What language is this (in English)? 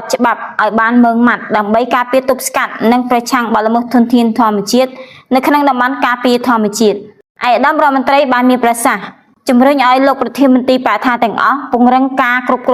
Khmer